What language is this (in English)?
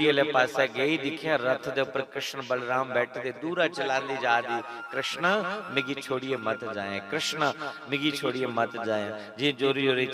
Dogri